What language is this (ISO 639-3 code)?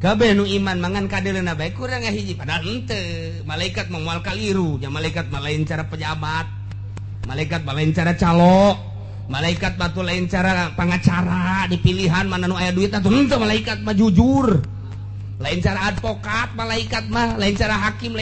sun